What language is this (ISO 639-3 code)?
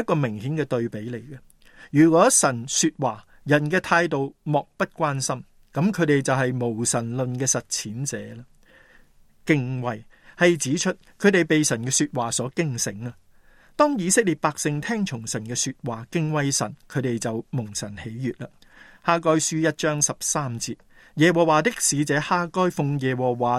yue